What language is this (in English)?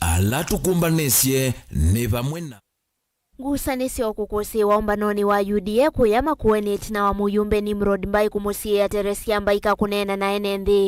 Kamba